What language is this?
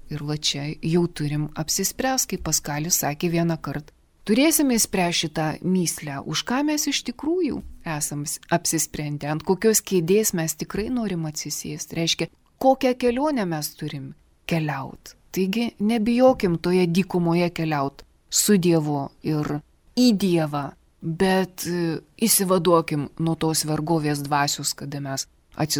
Lithuanian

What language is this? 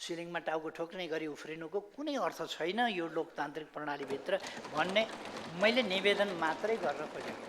Nepali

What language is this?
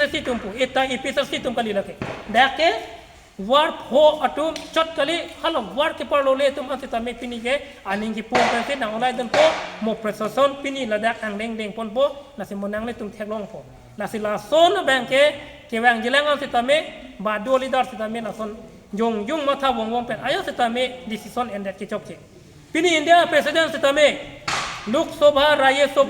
Karbi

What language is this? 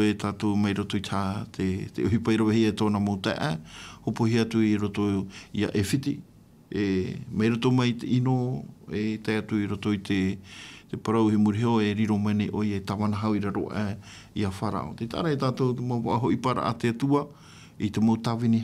Tahitian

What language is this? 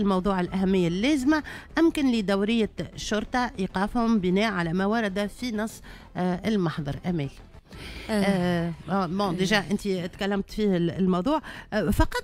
Tunisian Arabic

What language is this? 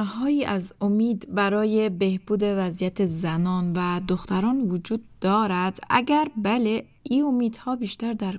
Persian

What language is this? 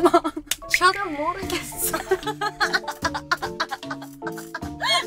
Korean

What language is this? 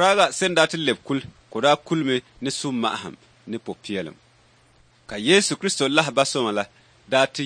Dagbani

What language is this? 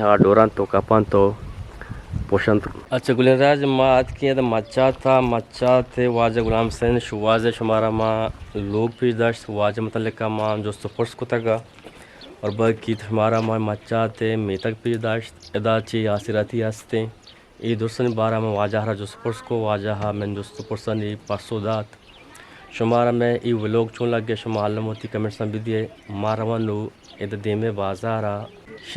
Eastern Balochi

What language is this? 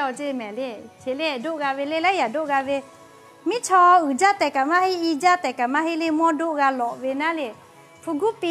Lahu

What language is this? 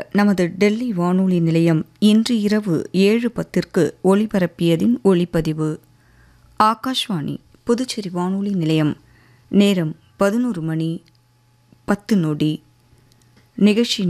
Tamil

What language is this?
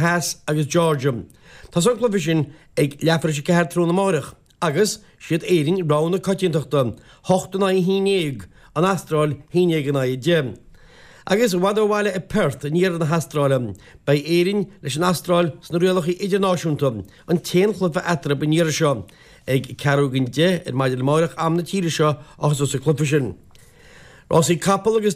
Irish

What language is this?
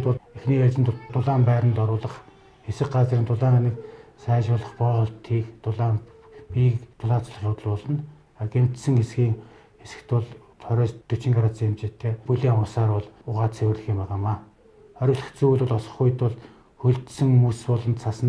Mongolian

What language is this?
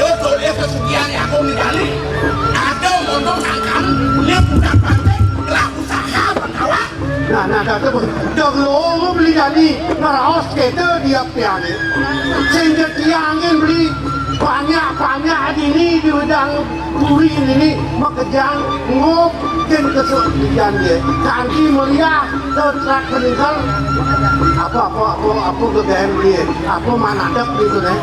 Balinese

